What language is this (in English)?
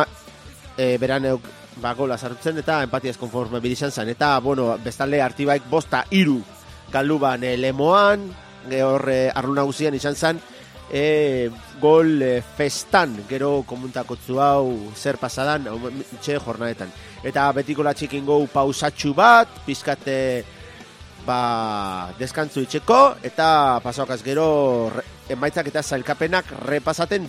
Basque